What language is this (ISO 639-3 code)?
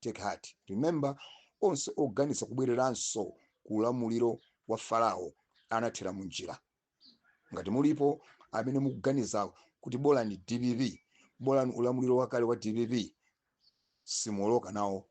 nya